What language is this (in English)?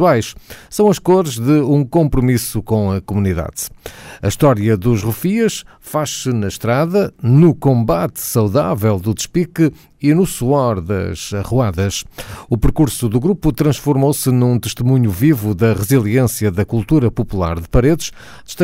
Portuguese